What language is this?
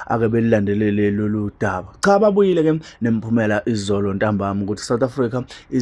Zulu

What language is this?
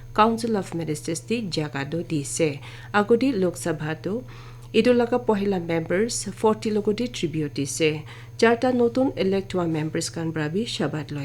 Naga Pidgin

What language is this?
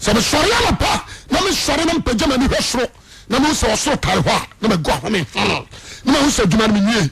Akan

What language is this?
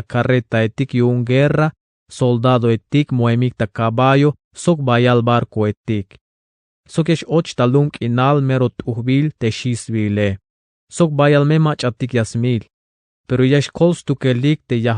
Tzeltal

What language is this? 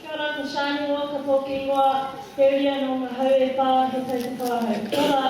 Māori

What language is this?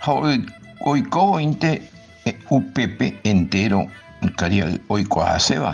Guarani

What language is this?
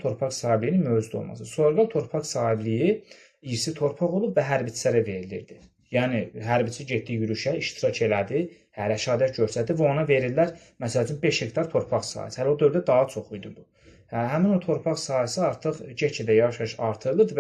Azerbaijani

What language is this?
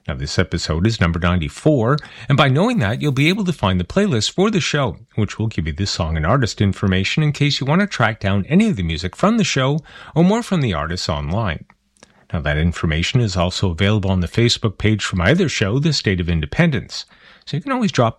English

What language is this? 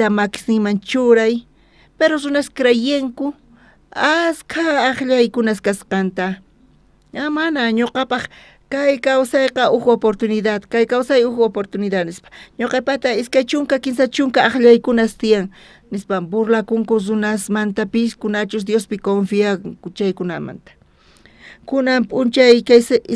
South Bolivian Quechua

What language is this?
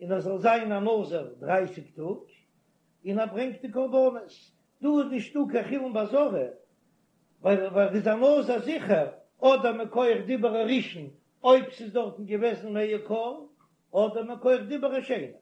Yiddish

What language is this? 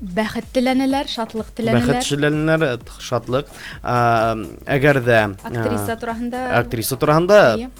Bashkir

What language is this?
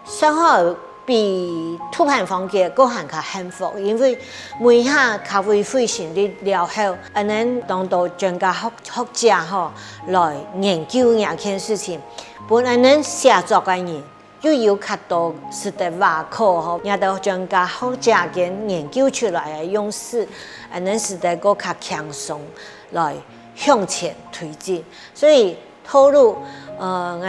Hakka Chinese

